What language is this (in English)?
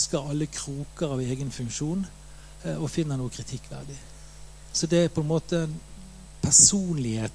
Norwegian